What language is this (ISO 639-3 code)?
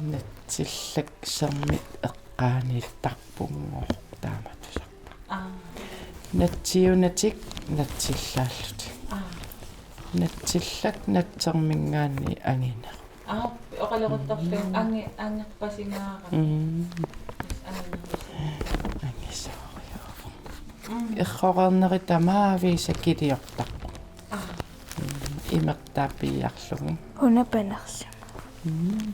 kal